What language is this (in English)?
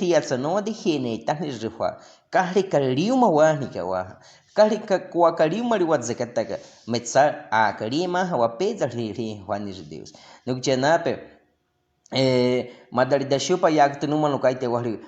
Baniwa